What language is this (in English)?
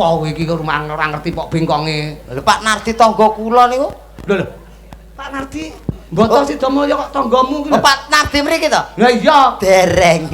Javanese